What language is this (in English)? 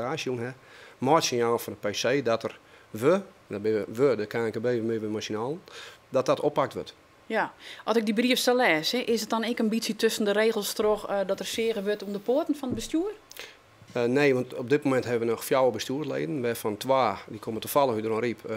Western Frisian